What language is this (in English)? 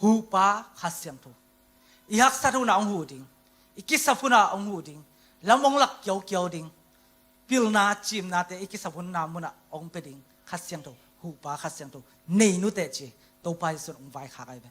Tedim Chin